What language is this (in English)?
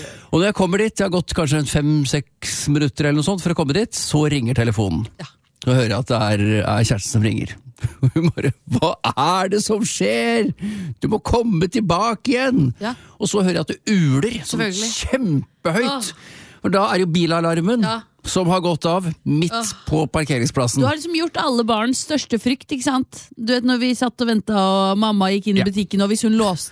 Norwegian